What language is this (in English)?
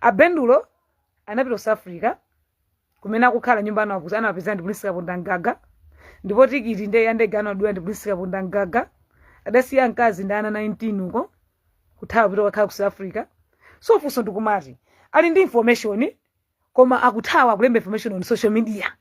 Nyanja